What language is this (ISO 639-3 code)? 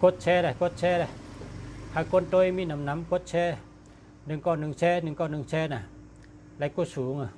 shn